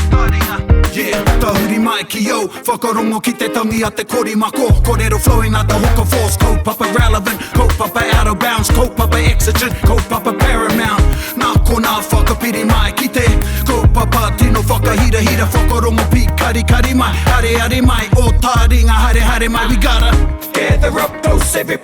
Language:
Māori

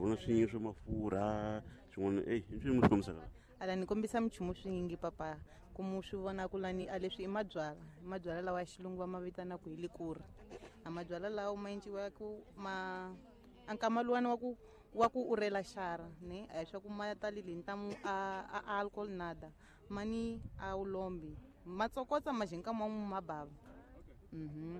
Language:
Tsonga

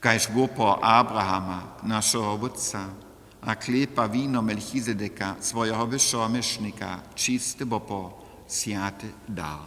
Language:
Upper Sorbian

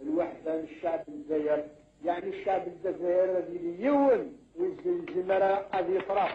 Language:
Kabyle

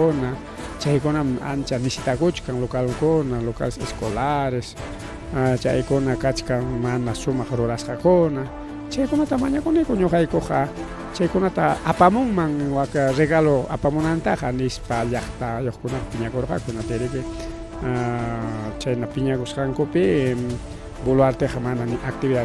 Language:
Ayacucho Quechua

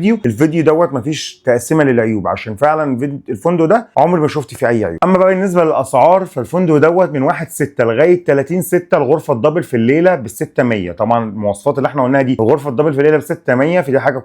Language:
Egyptian Arabic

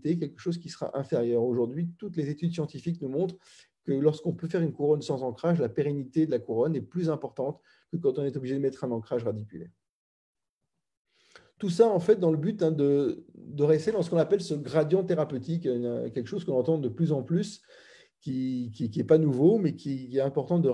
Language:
French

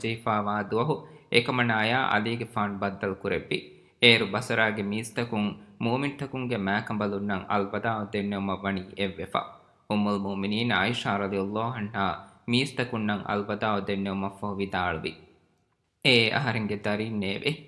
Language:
Divehi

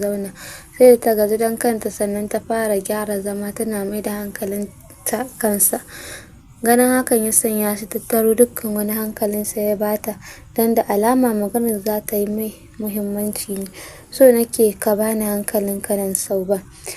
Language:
Hausa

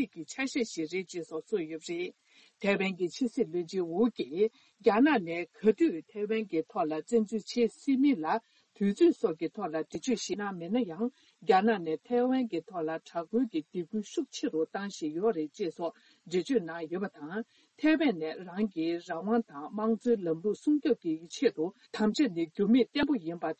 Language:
Tibetan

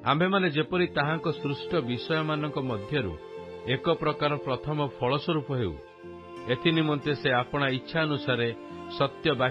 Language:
Odia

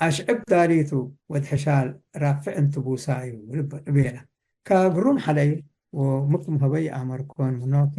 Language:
Tigre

